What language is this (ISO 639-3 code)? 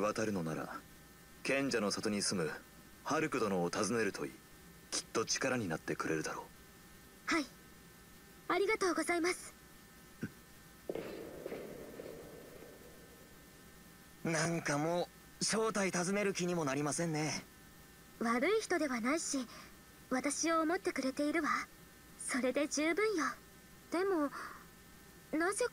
jpn